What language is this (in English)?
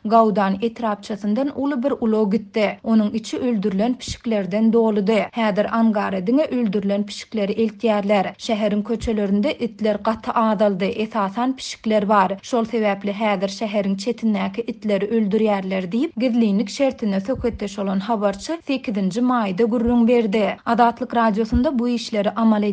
Turkmen